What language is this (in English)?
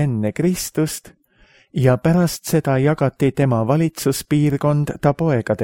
Estonian